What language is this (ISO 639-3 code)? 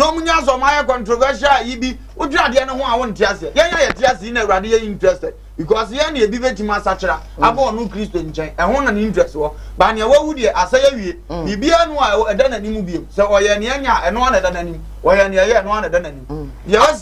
aka